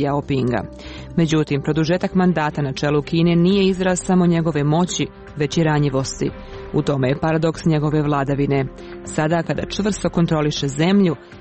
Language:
Serbian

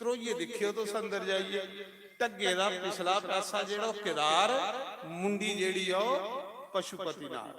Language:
Dogri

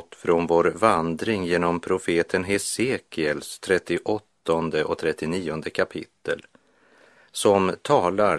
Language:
Swedish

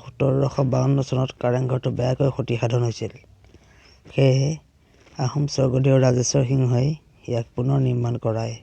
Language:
Assamese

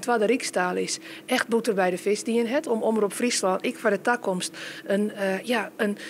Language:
Western Frisian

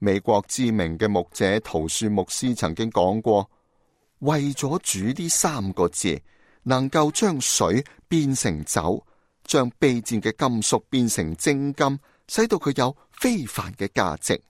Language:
Cantonese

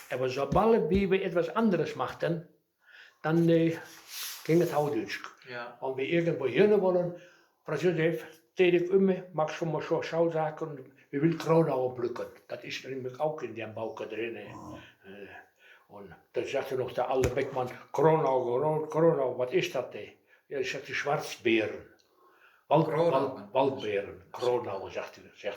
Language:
Westphalien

